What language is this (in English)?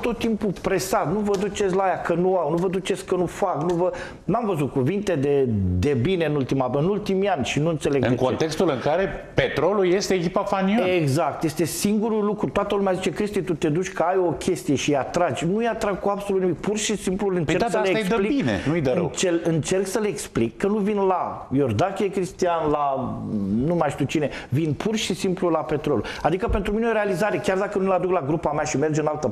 Romanian